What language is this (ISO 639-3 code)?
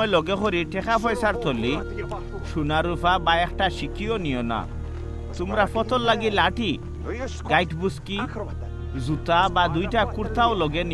syl